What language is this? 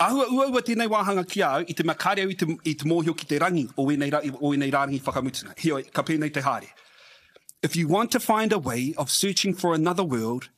Māori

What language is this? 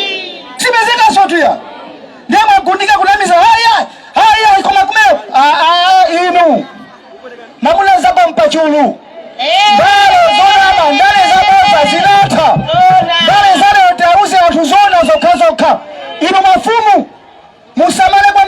Nyanja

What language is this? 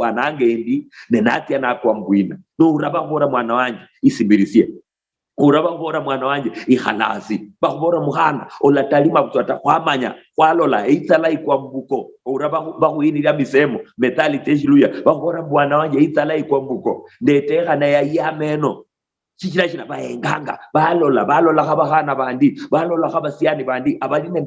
Luyia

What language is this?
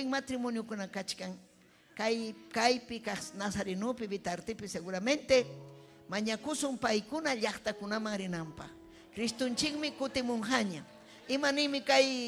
Ayacucho Quechua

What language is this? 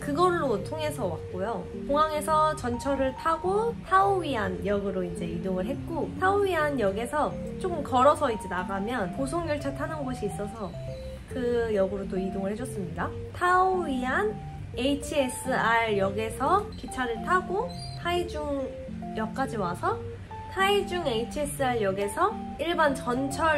Korean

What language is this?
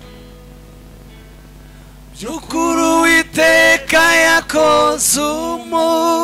Kinyarwanda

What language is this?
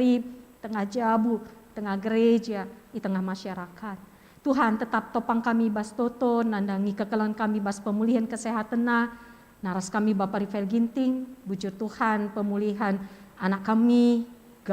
Batak Karo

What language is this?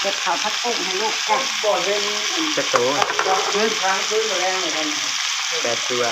Northeastern Thai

